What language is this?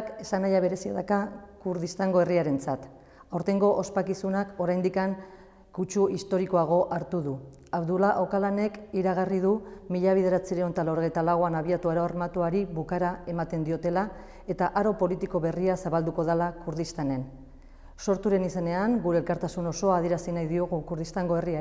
Basque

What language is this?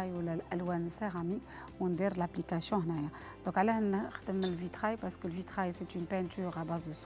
Algerian Arabic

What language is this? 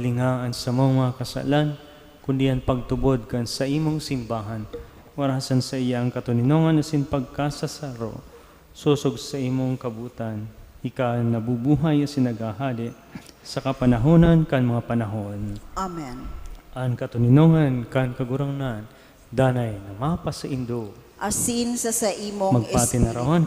Bikol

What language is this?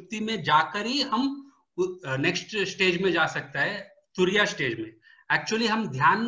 Hindi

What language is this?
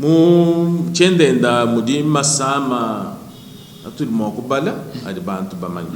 Luba-Lulua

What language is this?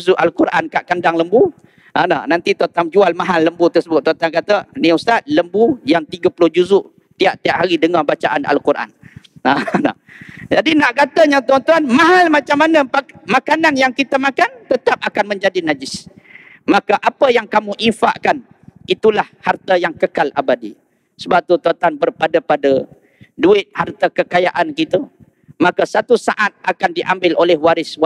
Malay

